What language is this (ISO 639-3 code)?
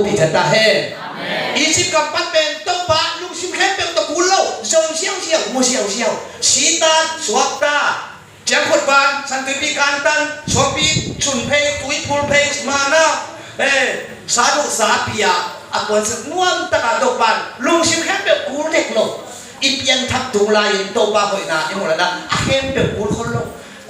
ctd